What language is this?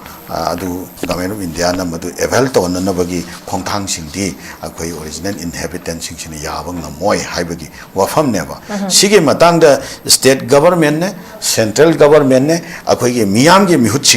Manipuri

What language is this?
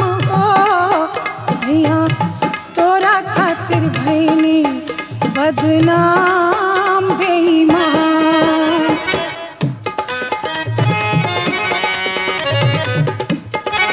Bhojpuri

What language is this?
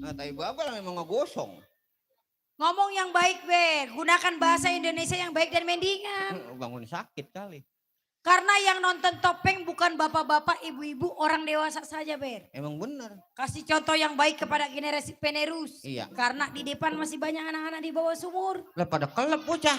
Betawi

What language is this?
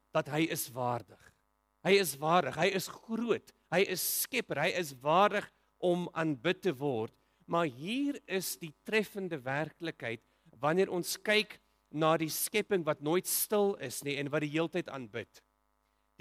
Afrikaans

